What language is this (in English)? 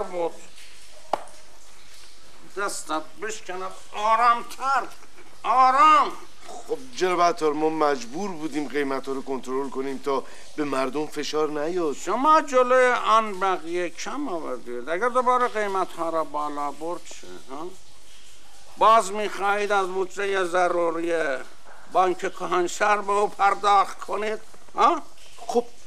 Persian